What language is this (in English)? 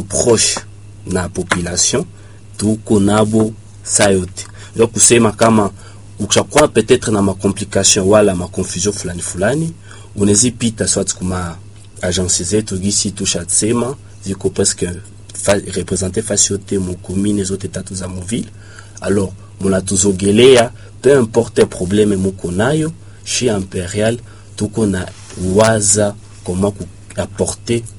Swahili